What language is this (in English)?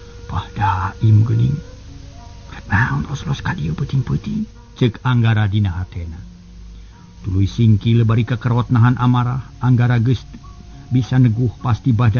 Sundanese